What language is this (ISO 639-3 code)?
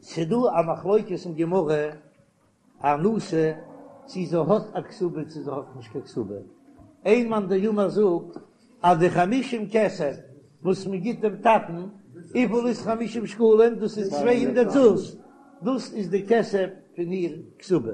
yid